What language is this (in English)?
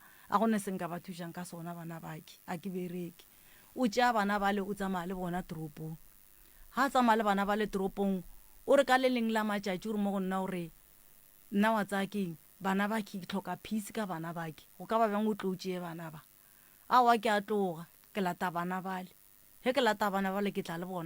Northern Sotho